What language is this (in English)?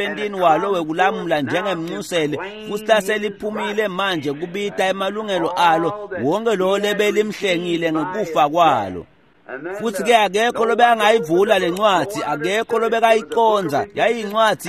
Swati